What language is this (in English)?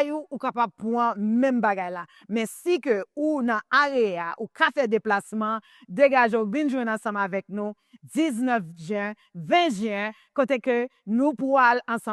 Haitian Creole